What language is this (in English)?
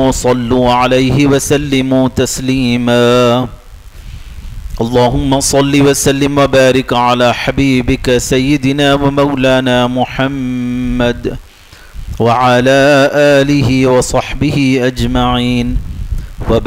Urdu